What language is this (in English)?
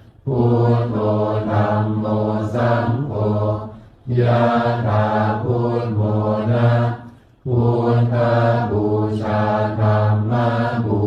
Pali